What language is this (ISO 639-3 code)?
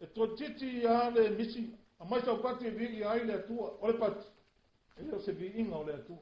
smo